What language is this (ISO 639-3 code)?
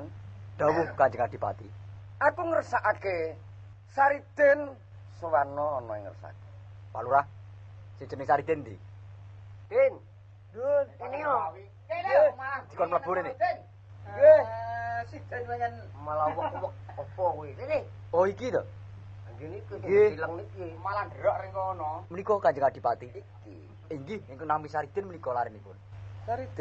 jav